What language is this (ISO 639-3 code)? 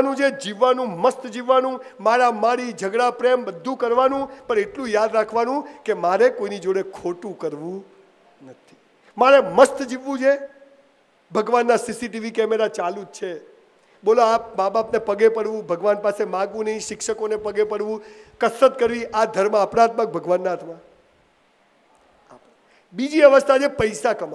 guj